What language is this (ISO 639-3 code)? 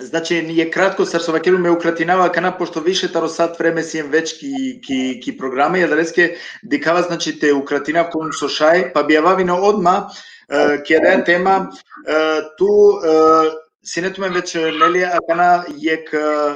rmn